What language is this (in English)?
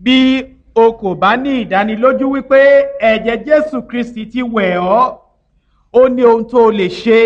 Yoruba